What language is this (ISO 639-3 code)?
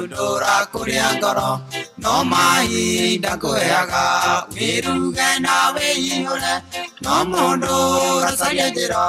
kik